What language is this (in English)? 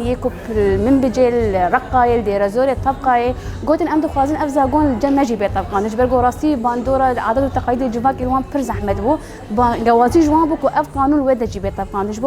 Kurdish